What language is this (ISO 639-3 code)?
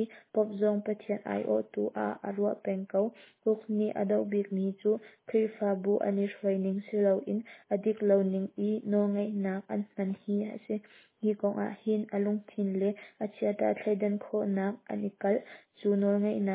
cnh